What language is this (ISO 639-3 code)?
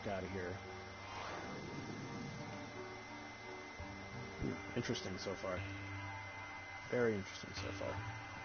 eng